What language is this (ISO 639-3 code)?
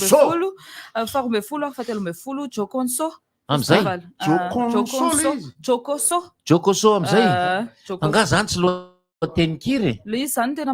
mlg